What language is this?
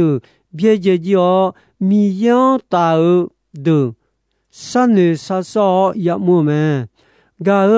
Akha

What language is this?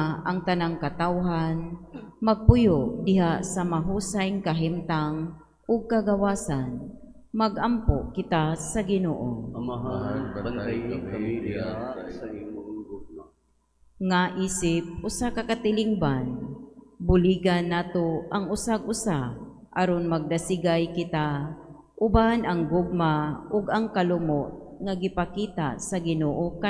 Cebuano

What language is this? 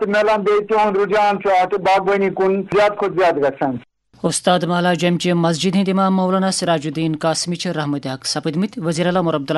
Kashmiri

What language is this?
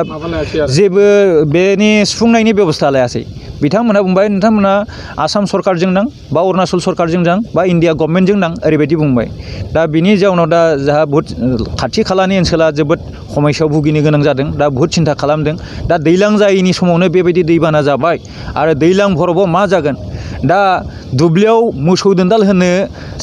Bodo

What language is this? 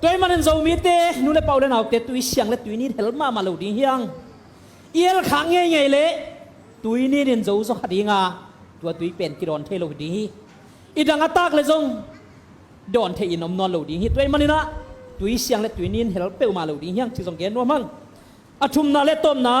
Tedim Chin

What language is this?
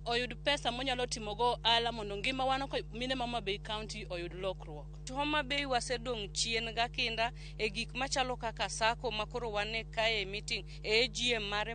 Luo (Kenya and Tanzania)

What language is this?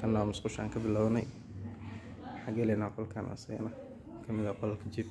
Somali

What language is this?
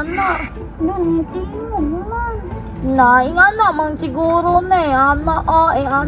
Cebuano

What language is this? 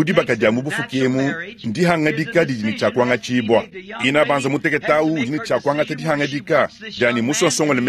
Luba-Lulua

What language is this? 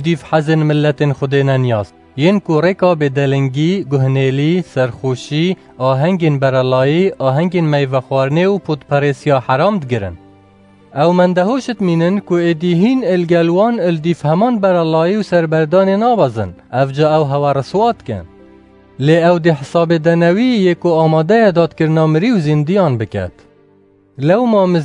Kurdish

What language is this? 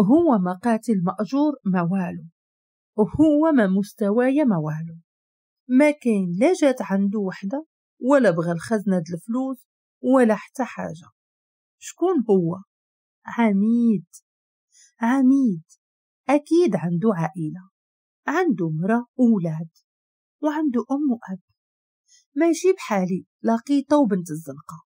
Moroccan Arabic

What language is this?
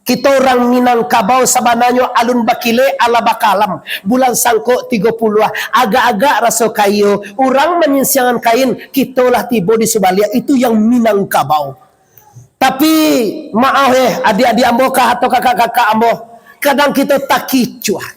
Minangkabau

